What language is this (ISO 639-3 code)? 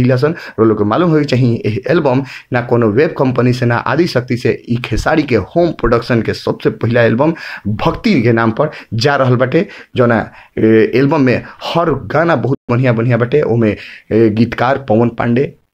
bho